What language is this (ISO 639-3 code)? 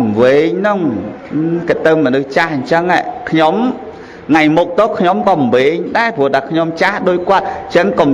khm